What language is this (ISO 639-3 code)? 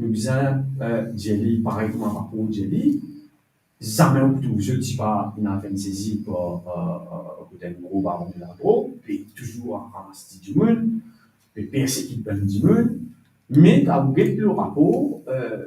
mfe